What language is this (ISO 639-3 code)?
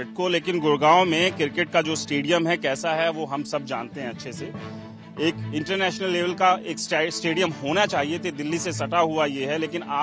hin